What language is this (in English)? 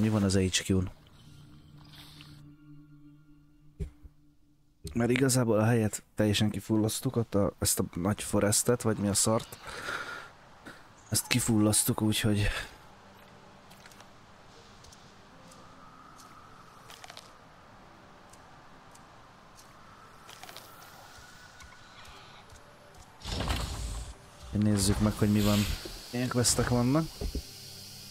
Hungarian